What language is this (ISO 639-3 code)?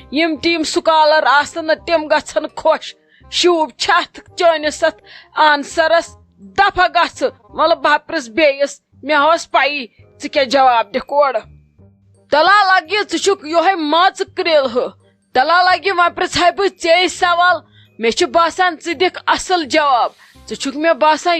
kas